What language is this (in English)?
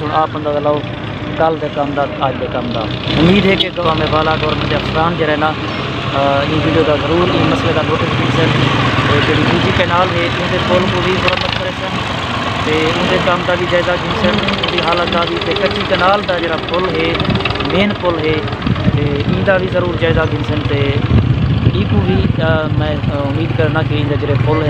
Saraiki